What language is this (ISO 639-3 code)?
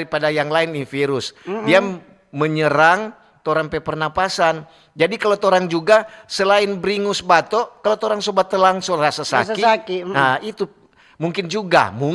xmm